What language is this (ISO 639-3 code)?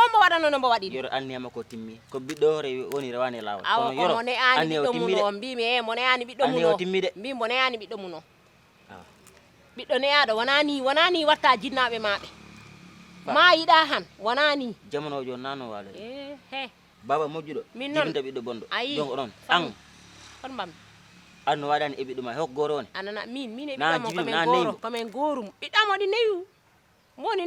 ful